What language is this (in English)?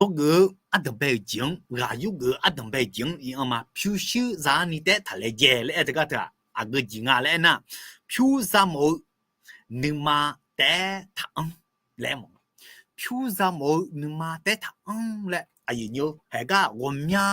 Akha